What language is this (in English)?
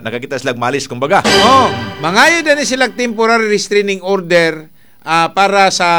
Cebuano